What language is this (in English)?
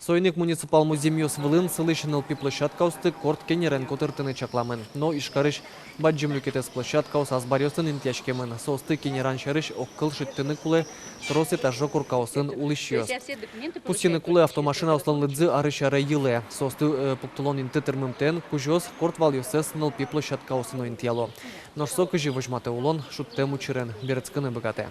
Udmurt